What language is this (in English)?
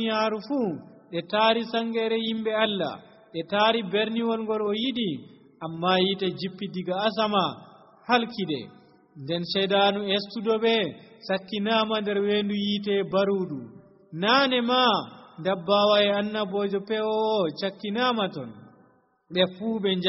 Nigerian Fulfulde